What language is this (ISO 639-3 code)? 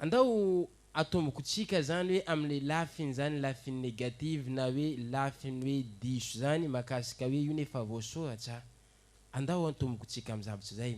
mlg